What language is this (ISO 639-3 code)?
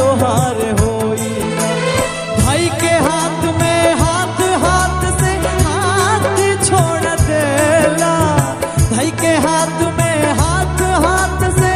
bho